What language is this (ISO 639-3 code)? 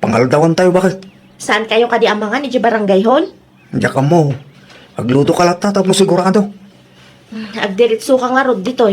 ilo